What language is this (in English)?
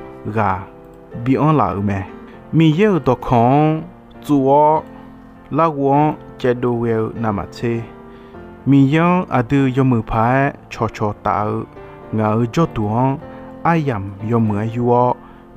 Akha